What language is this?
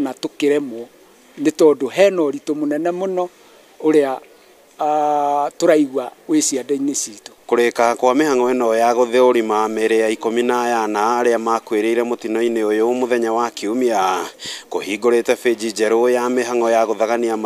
Kikuyu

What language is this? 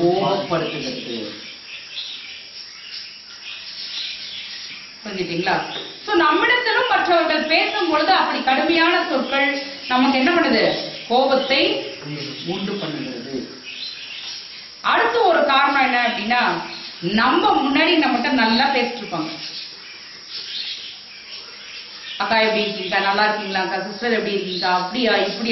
Tamil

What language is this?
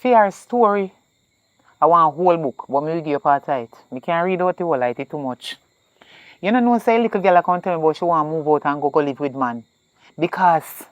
Jamaican Creole English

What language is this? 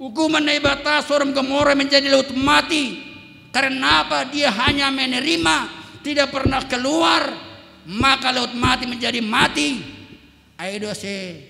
Batak Simalungun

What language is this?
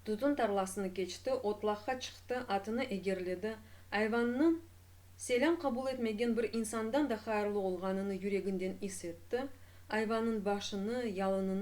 Crimean Tatar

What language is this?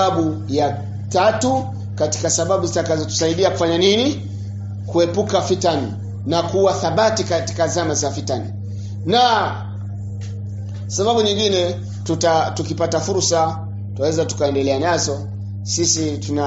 Swahili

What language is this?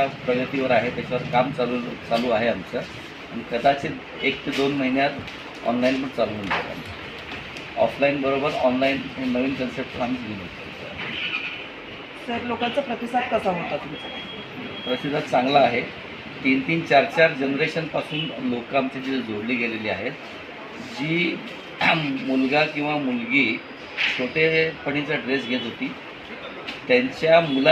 Marathi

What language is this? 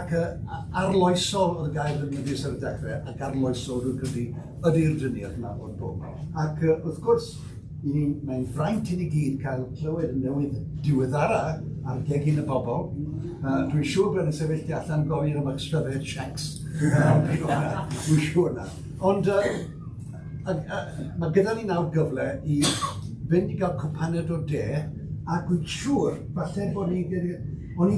Welsh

